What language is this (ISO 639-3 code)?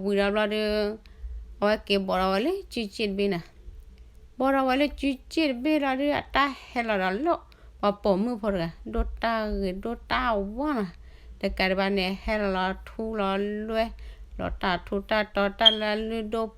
ksw